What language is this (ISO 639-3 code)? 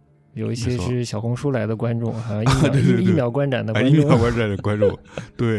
zho